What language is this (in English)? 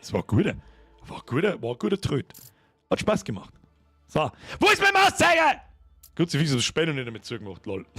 Bavarian